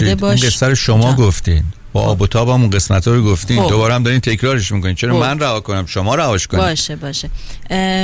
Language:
Persian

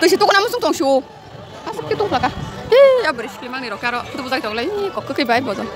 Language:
Kok Borok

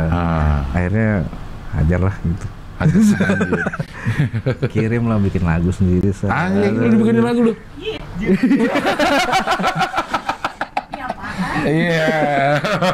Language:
Indonesian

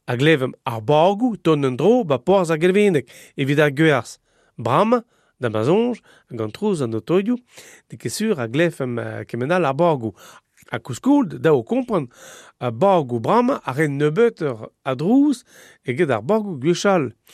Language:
Breton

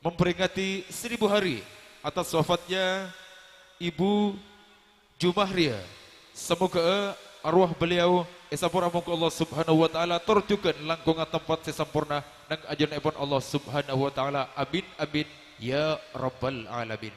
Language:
Madurese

